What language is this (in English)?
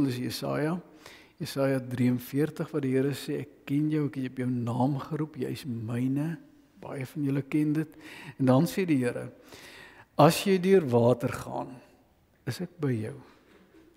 Afrikaans